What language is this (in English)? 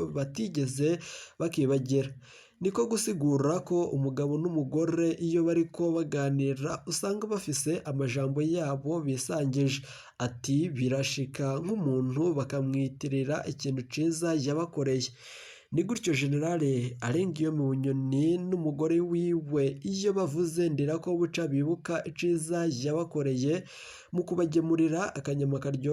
Rundi